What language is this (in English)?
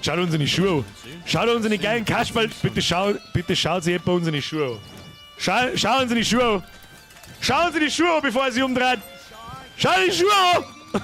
Bavarian